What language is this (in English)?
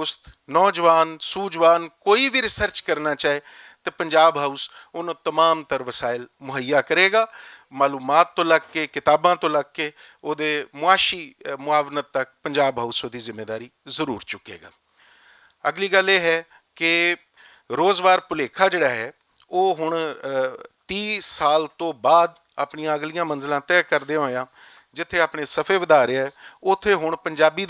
Western Panjabi